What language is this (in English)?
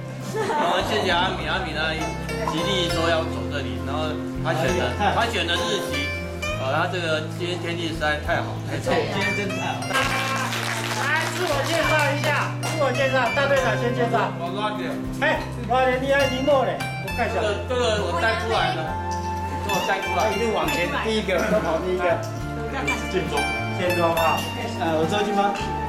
Chinese